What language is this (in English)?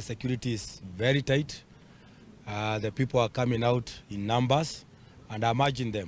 Luo (Kenya and Tanzania)